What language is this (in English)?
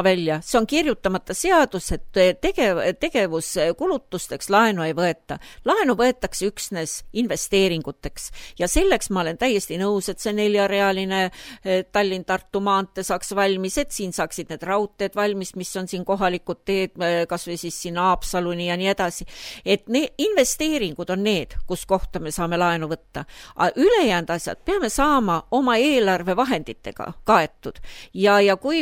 Estonian